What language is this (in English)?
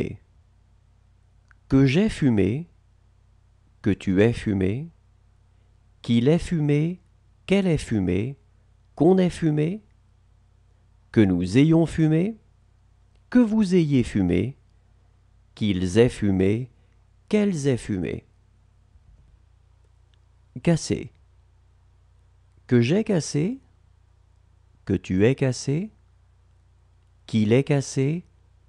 French